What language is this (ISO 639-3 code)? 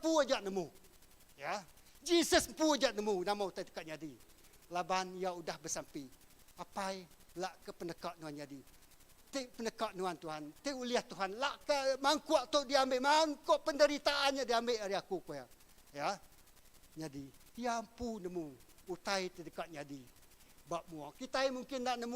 iba